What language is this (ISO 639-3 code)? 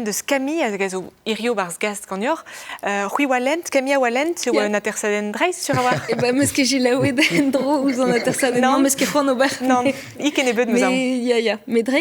bre